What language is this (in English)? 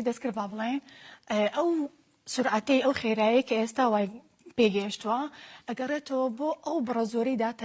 Central Kurdish